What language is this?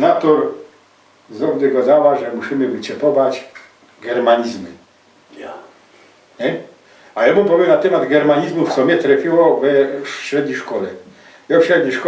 Silesian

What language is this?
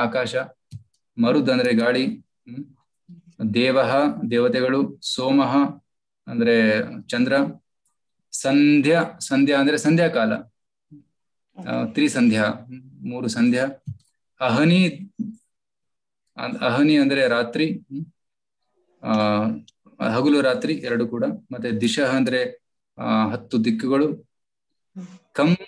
Kannada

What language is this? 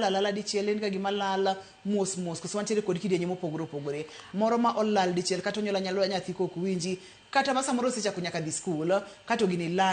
Luo (Kenya and Tanzania)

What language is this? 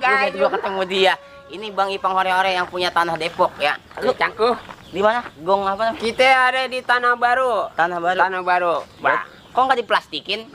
Betawi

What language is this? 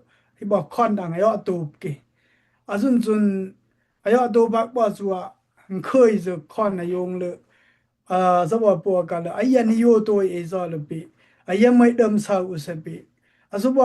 Daai Chin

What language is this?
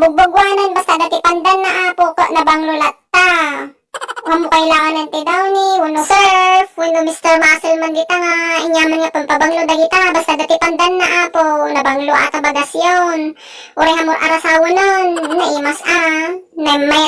Iloko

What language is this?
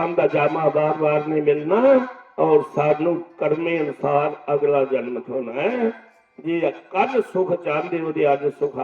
Dogri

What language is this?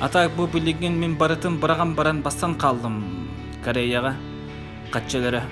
Yakut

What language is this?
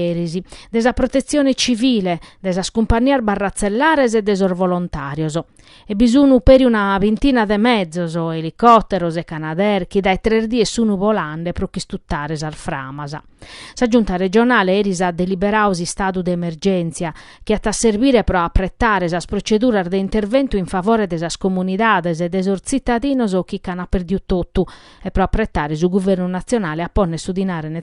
Sardinian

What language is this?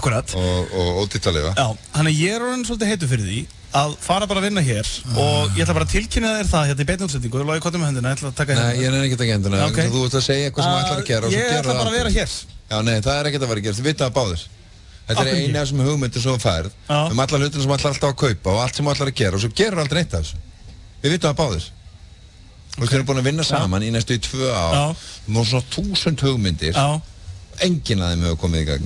Icelandic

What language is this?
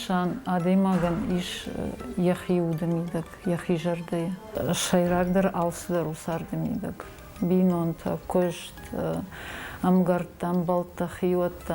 Ossetic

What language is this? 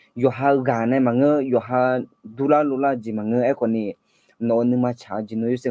Akha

